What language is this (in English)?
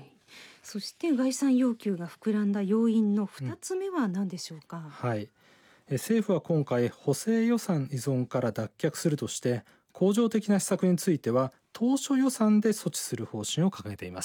Japanese